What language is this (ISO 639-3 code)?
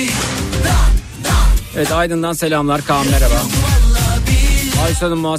tur